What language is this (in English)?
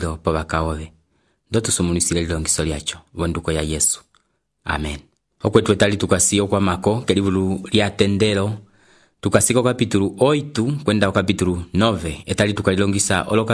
Umbundu